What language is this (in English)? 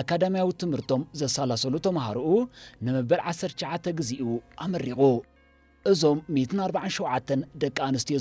Tigrinya